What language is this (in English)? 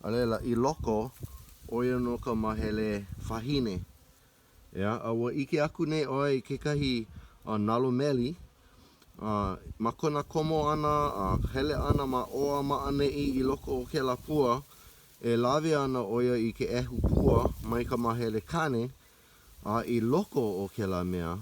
Hawaiian